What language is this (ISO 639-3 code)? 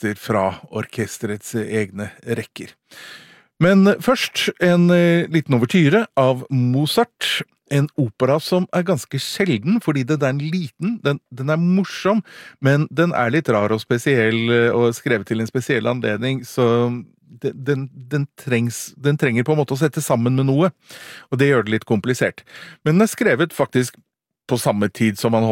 nor